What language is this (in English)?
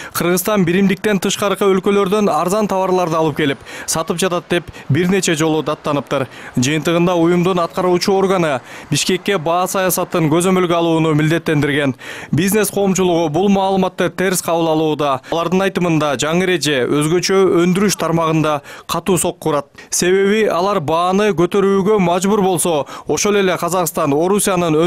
Kyrgyz